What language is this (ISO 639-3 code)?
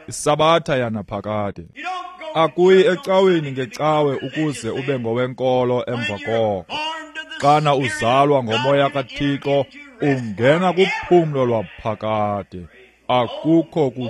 xho